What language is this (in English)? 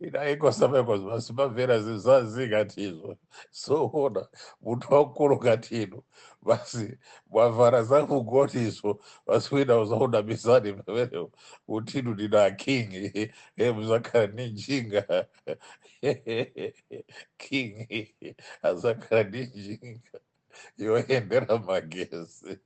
Nyanja